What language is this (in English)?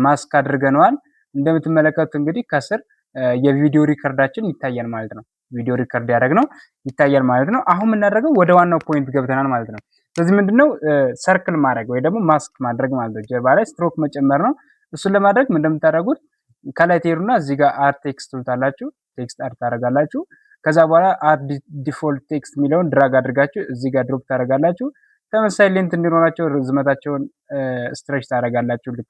Amharic